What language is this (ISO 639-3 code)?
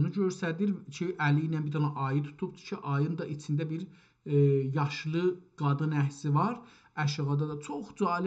azb